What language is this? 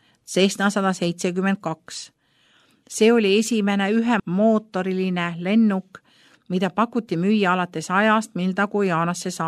Estonian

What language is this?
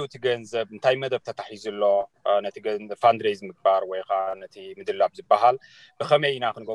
Tigrinya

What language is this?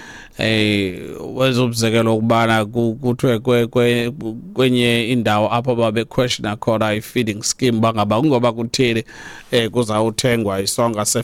Xhosa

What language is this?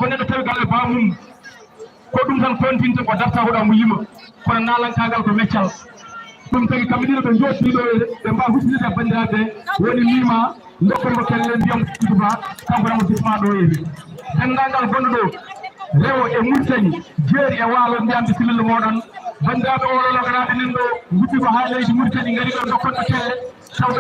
Fula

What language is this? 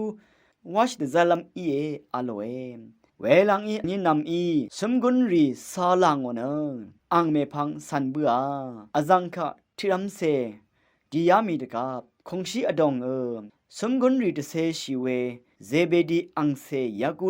Rawang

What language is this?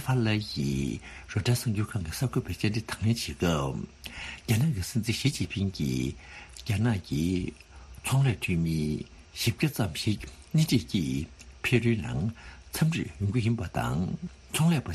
Tibetan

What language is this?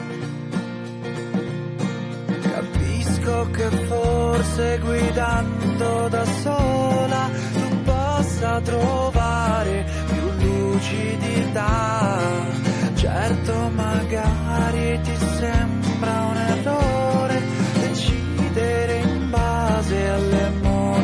Italian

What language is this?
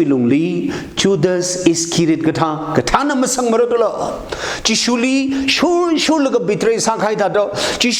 Tangkhul Naga (India)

